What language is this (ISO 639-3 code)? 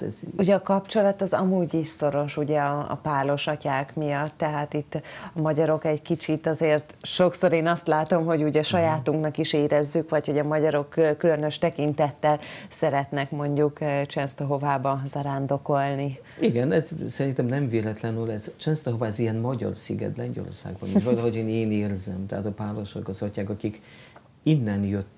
hun